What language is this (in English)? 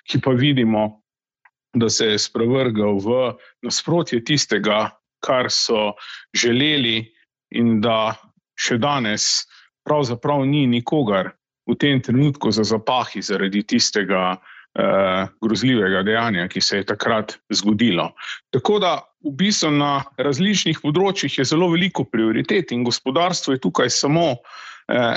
Slovenian